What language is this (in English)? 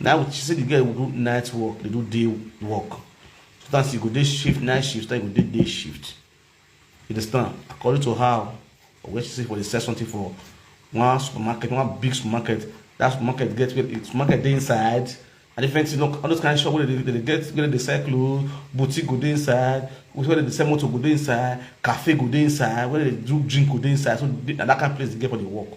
Nigerian Pidgin